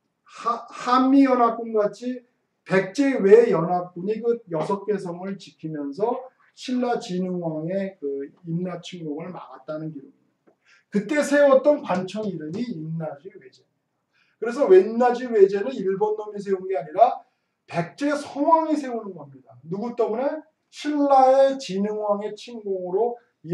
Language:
Korean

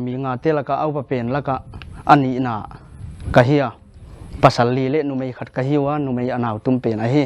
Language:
Paite Chin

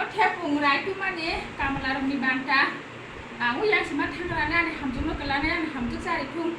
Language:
Kok Borok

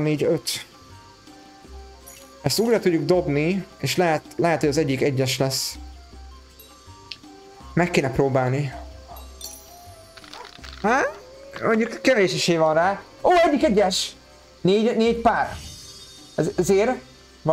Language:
Hungarian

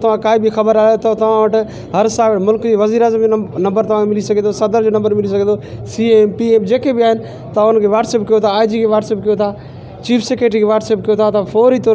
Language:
Sindhi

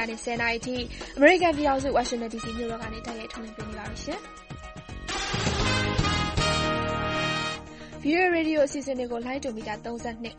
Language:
Burmese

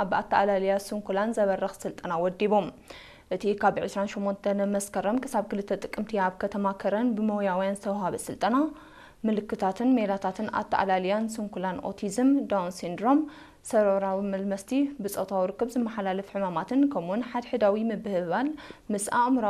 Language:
Tigrinya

